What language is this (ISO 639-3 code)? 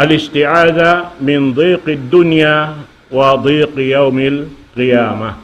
tsg